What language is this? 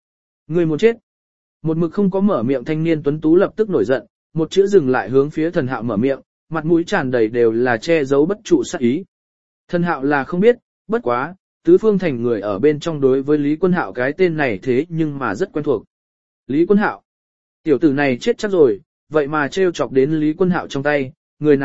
Vietnamese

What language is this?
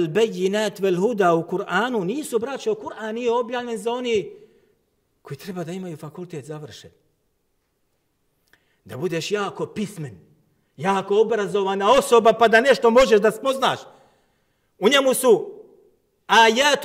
Bosnian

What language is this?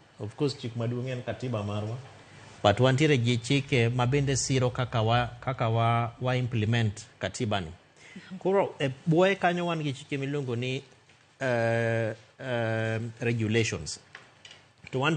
Luo (Kenya and Tanzania)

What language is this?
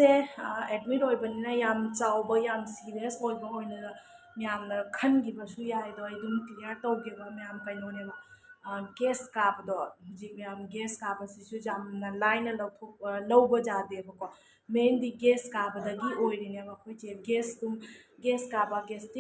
Manipuri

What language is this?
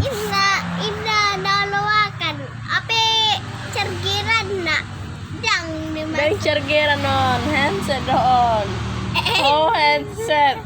Batak Toba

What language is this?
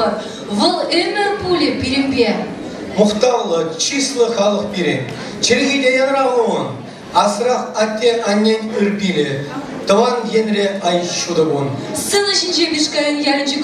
Chuvash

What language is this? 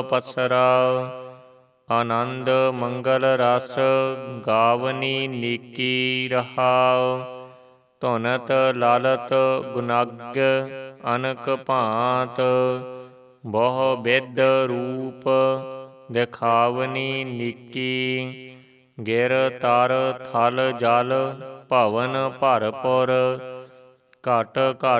Punjabi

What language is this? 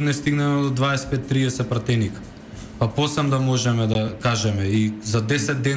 Macedonian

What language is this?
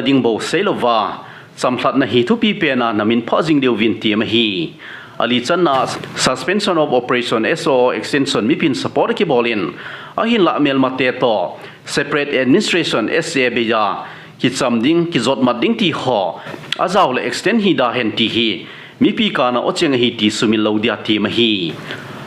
Thado Chin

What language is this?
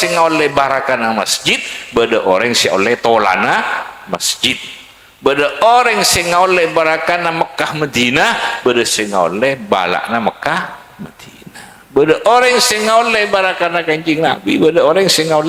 Madurese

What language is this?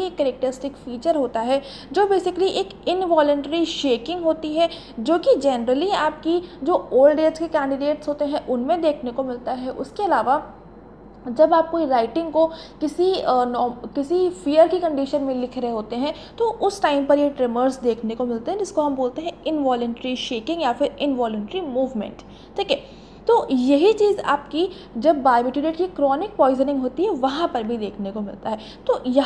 Hindi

